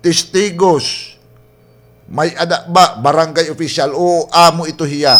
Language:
Waray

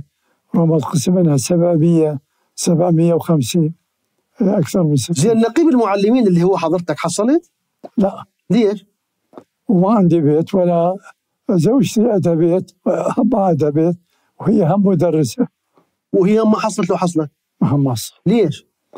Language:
Mesopotamian Arabic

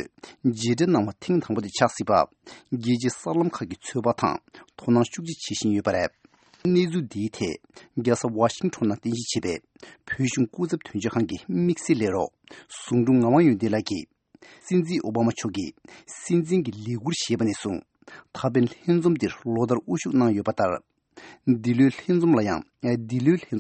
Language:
Tibetan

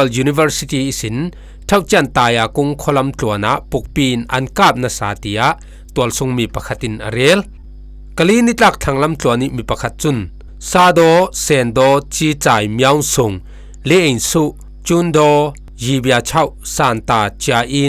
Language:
Falam Chin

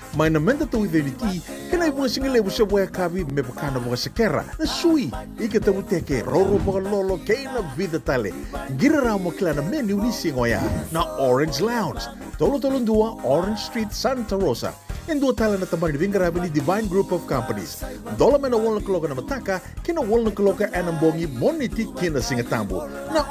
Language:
Fijian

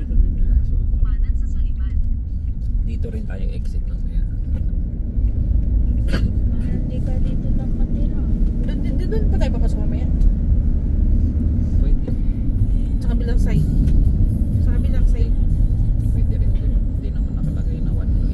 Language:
Filipino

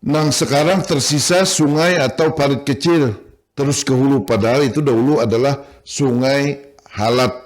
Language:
Banjar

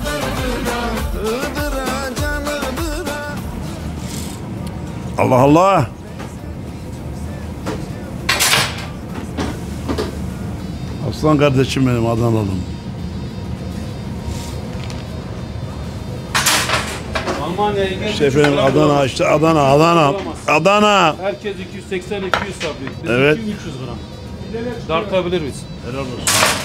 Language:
Turkish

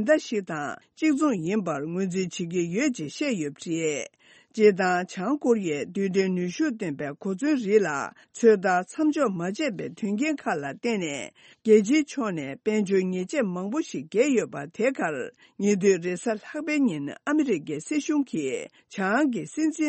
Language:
Tibetan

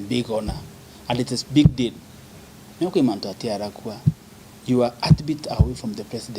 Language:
Meru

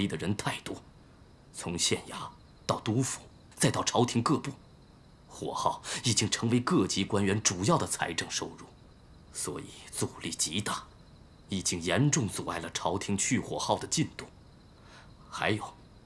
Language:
Chinese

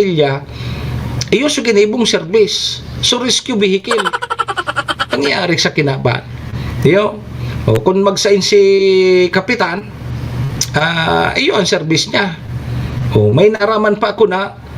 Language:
Bikol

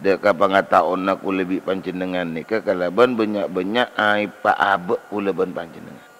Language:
Madurese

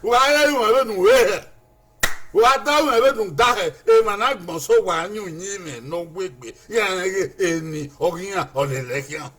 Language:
Bini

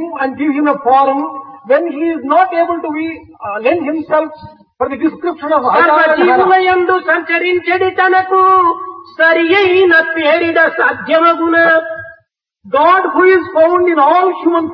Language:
Telugu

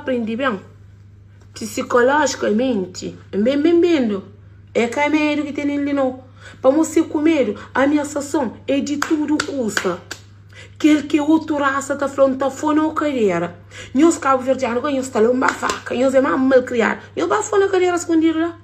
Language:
Kabuverdianu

